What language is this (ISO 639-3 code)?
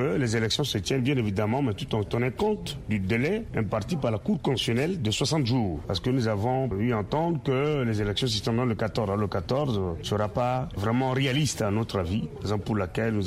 fra